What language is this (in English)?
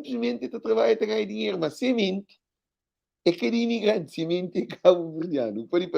Kabuverdianu